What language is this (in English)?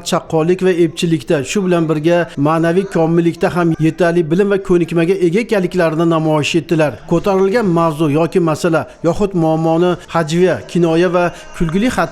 Uzbek